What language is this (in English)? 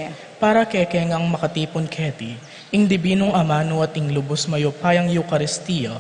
Pampanga